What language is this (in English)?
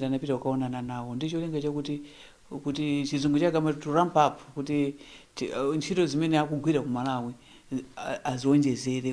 Nyanja